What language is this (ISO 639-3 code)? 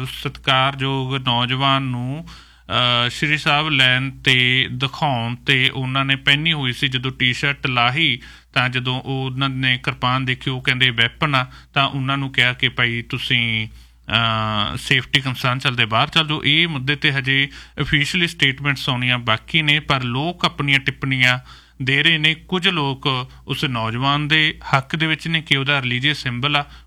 pan